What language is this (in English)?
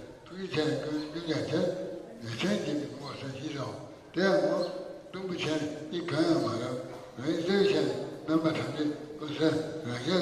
Tibetan